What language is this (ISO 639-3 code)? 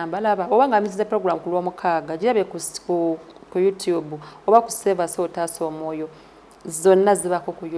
lug